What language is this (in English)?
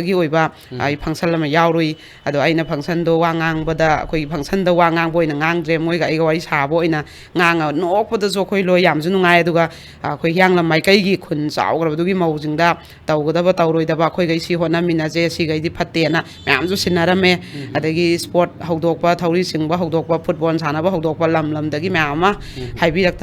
Manipuri